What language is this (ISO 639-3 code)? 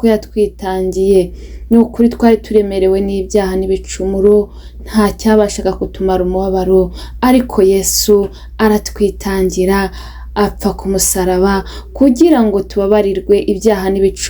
kin